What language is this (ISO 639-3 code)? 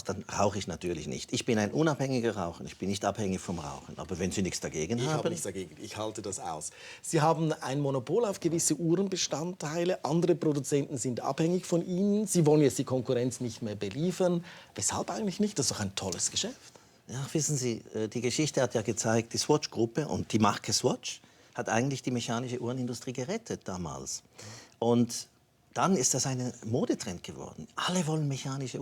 gsw